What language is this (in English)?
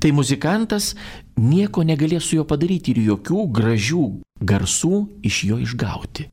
Lithuanian